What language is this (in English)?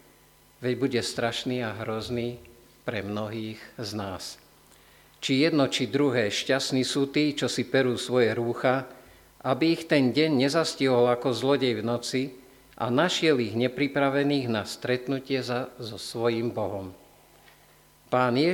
Slovak